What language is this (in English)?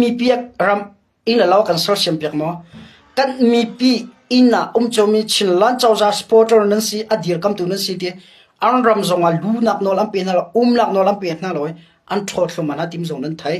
Hakha Chin